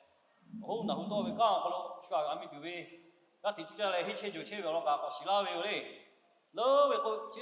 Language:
Lahu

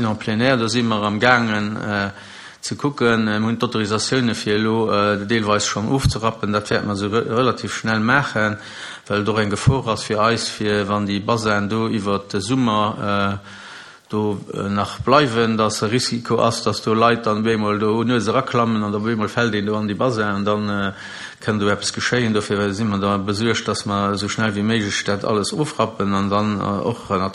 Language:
Luxembourgish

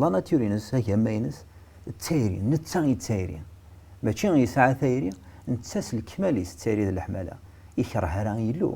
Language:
Kabyle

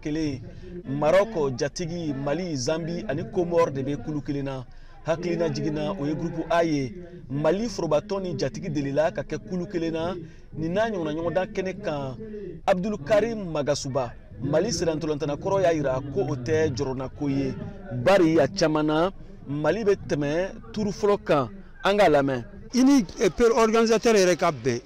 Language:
Bambara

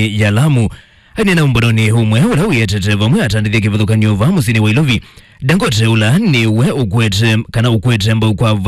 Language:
Kamba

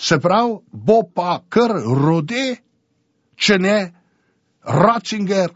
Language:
Slovenian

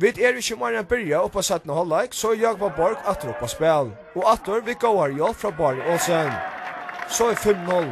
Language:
Faroese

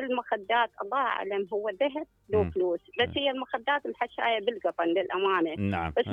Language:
Mesopotamian Arabic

